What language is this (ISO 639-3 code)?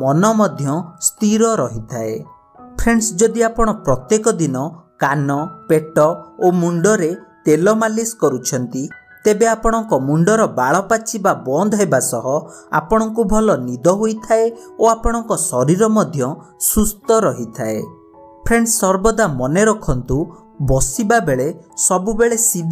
ori